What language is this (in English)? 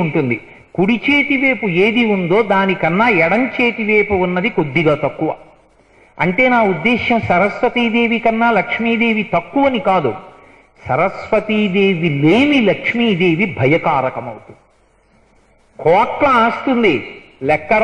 Telugu